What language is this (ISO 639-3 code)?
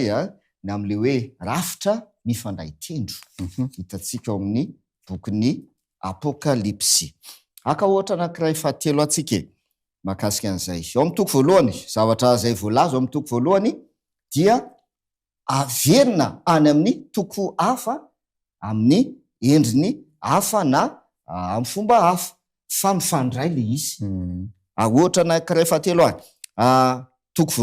mlg